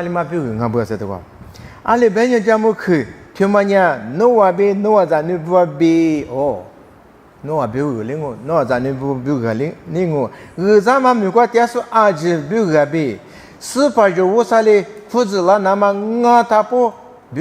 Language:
Lisu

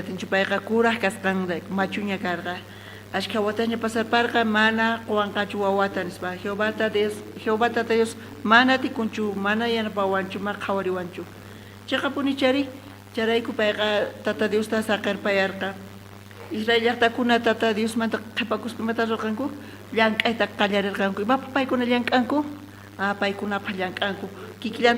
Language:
South Bolivian Quechua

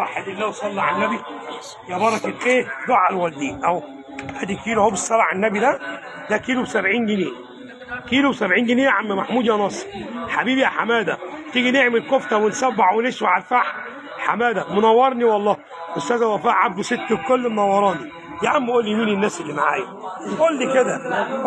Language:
Egyptian Arabic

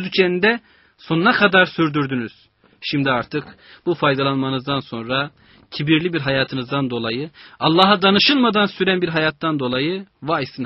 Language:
Turkish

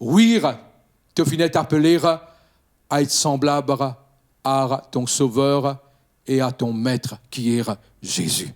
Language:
Morisyen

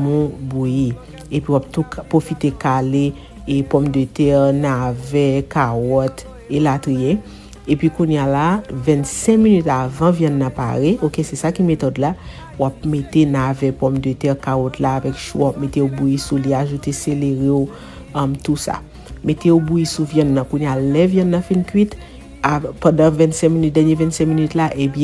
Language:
Haitian Creole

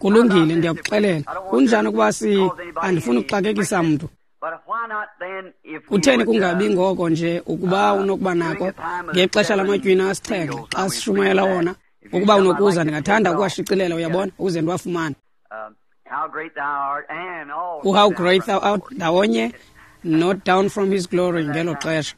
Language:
Xhosa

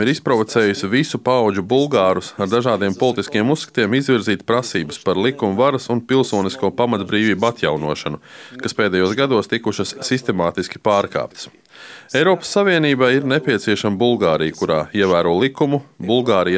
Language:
Latvian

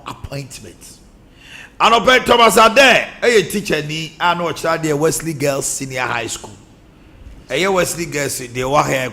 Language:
Akan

